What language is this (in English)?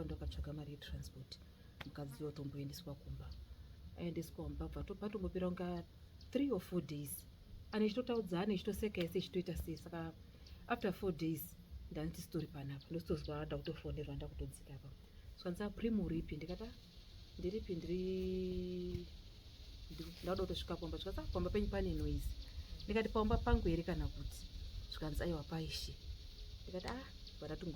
Shona